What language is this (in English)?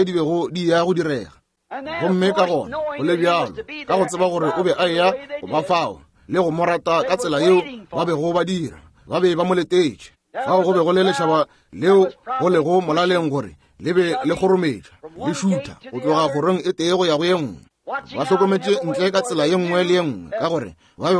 Northern Sotho